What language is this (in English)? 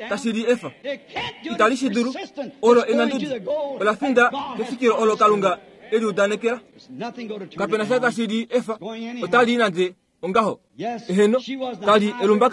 Kuanyama